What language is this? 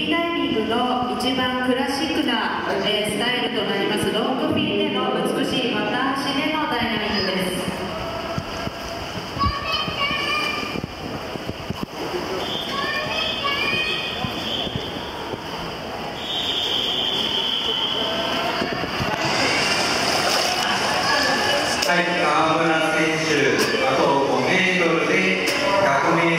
Japanese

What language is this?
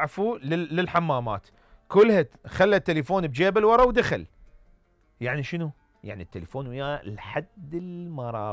Mesopotamian Arabic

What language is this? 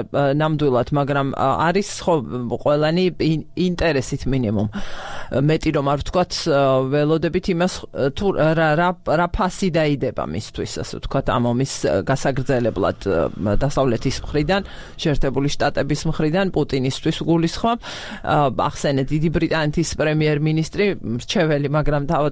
Georgian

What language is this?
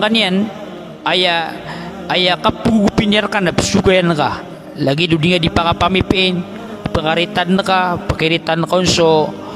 Maranao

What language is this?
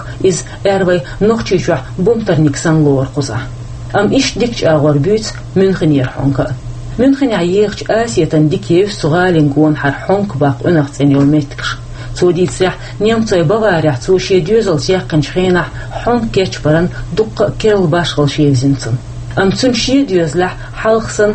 Chechen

